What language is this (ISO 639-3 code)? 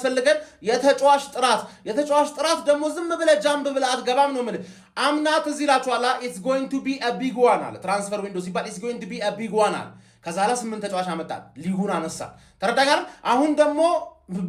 amh